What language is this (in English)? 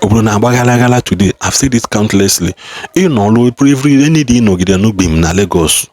Igbo